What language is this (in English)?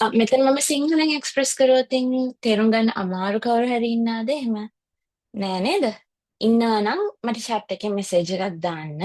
Sinhala